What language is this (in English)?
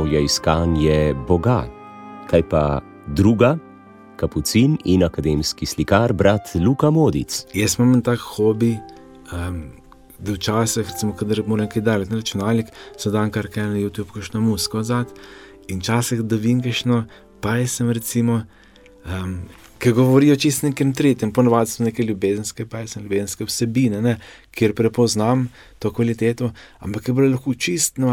Slovenian